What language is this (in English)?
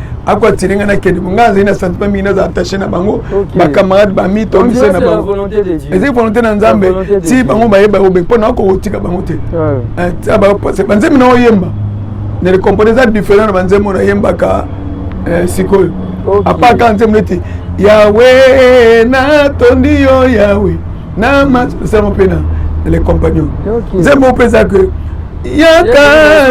Lingala